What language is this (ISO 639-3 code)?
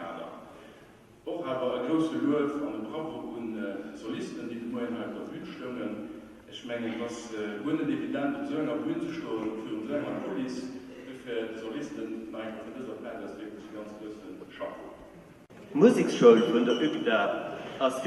ltz